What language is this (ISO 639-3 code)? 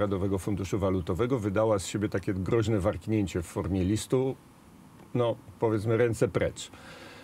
pol